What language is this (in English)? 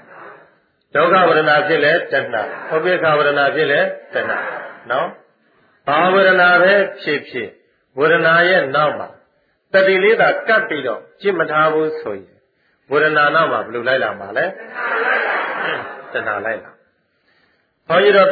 Burmese